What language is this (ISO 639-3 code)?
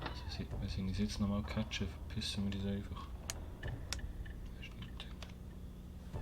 gsw